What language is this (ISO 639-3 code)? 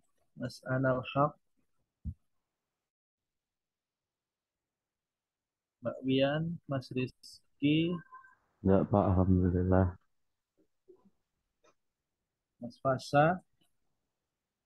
ind